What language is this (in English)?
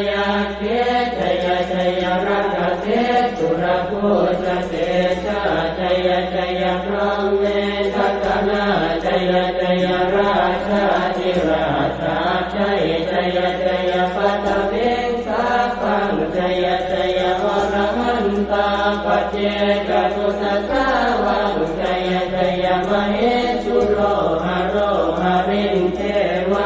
Pali